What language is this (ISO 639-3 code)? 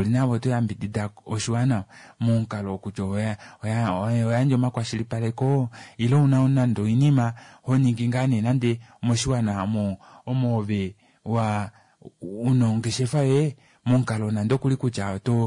kua